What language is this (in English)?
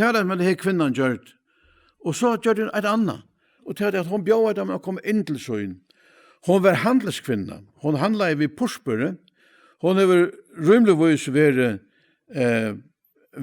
Faroese